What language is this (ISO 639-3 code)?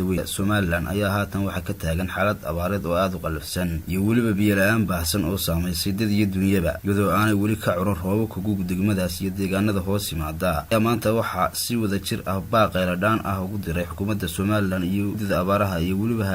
som